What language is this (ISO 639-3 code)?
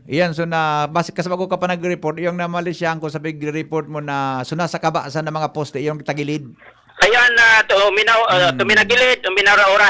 bik